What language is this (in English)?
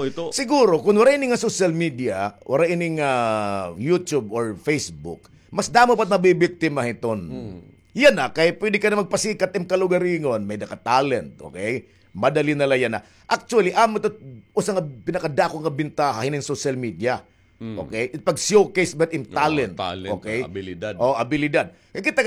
Waray